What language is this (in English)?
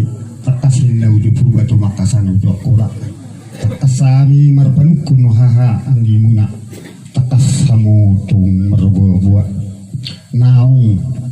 Batak Toba